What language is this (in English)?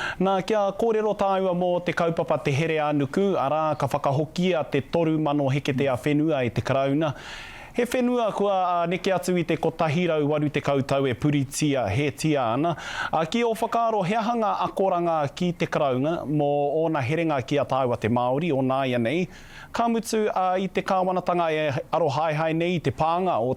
Māori